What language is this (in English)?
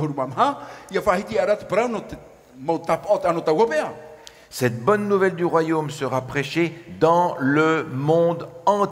Tahitian